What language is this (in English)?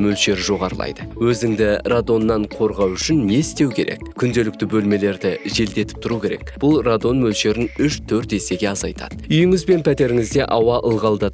Kazakh